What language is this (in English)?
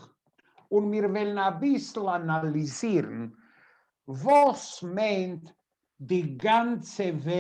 Yiddish